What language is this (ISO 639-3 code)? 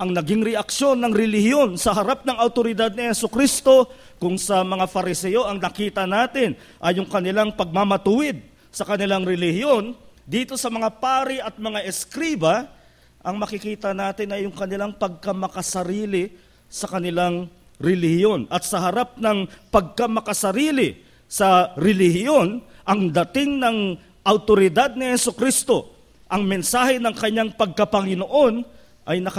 fil